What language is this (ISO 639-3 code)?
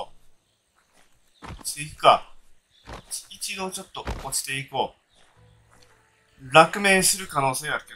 jpn